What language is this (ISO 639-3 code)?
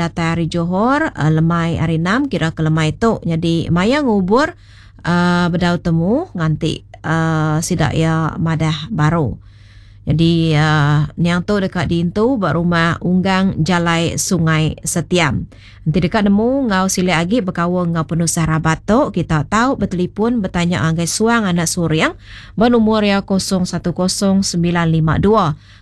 iba